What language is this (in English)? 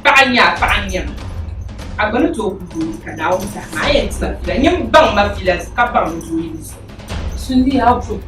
Dagbani